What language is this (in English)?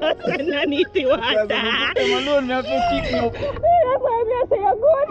Jamaican Creole English